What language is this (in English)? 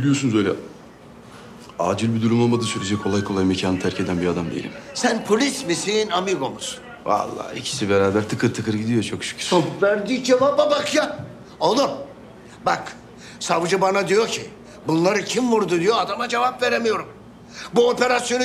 Turkish